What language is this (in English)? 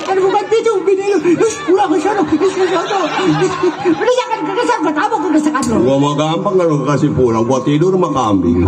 Betawi